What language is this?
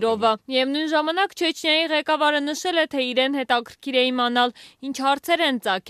Armenian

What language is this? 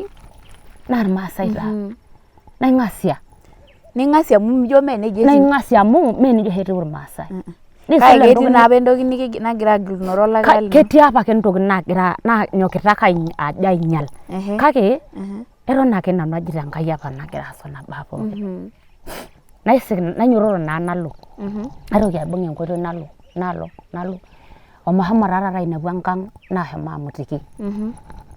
Masai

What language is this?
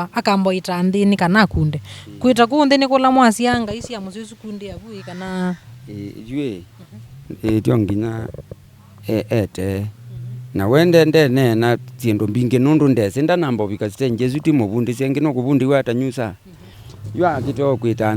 Kamba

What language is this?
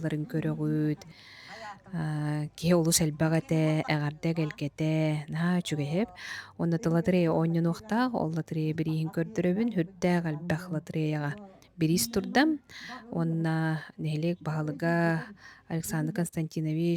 Yakut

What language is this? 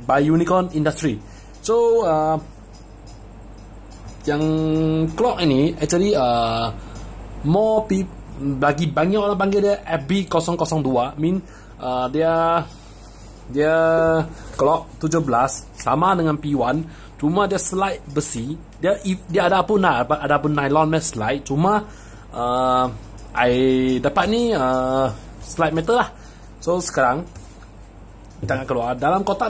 Malay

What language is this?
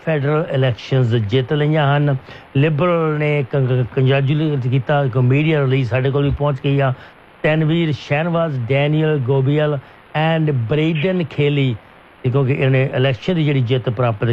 Punjabi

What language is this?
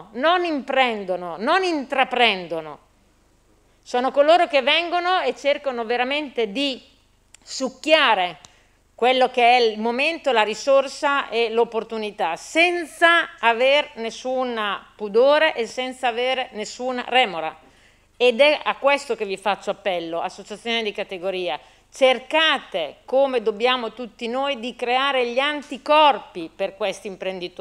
Italian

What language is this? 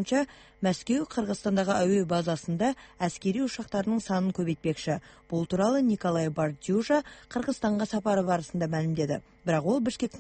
Kazakh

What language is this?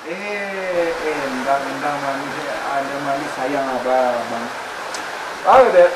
Minangkabau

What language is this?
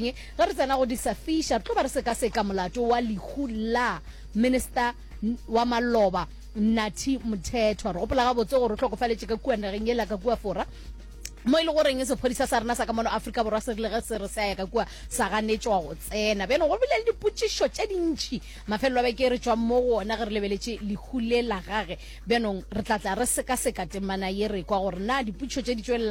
Northern Sotho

